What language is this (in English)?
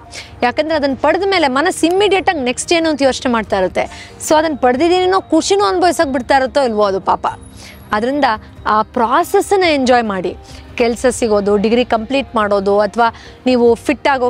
Kannada